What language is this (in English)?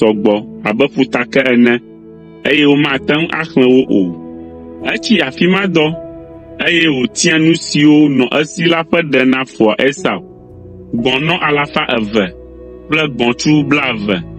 Ewe